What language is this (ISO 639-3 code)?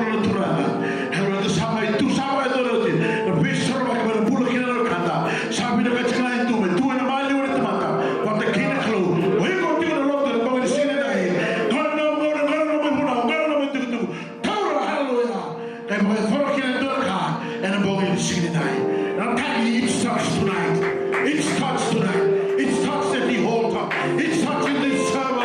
fij